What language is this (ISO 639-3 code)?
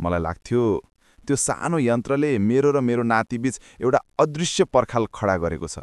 nep